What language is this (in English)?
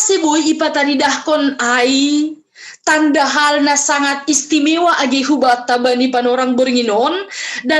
Batak Simalungun